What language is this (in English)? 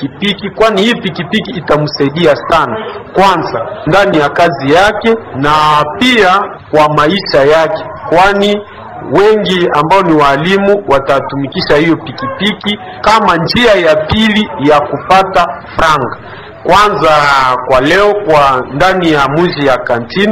Swahili